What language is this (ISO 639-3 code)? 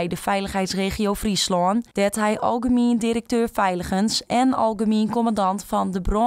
fry